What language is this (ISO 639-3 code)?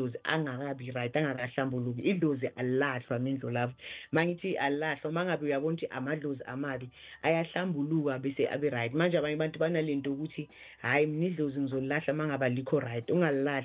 nbl